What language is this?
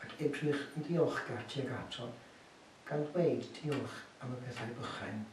Welsh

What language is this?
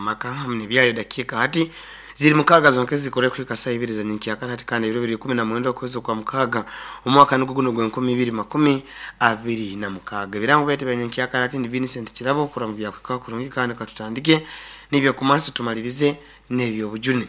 Nyoro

